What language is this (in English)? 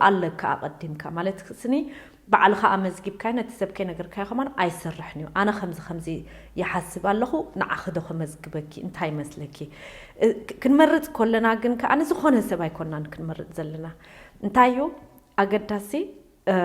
Tigrinya